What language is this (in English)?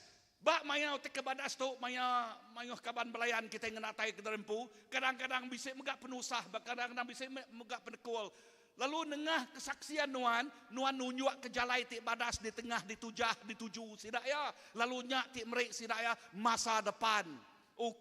Iban